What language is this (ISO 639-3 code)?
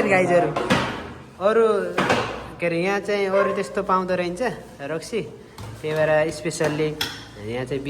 nep